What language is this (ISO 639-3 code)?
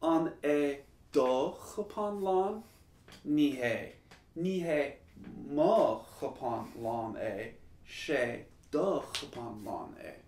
gle